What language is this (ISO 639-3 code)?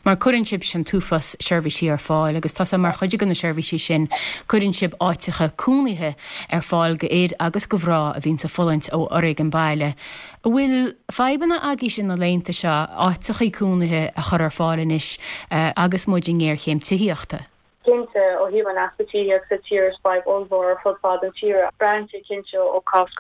gle